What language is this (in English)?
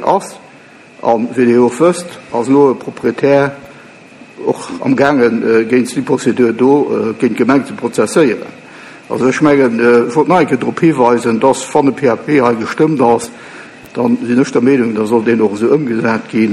Luxembourgish